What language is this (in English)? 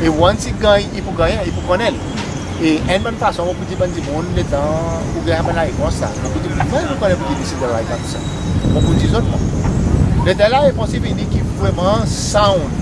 Seselwa Creole French